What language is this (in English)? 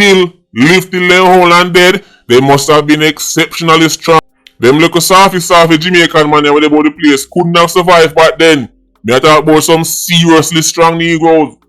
Jamaican Creole English